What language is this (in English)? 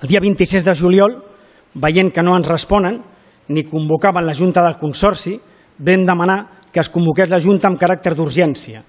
Catalan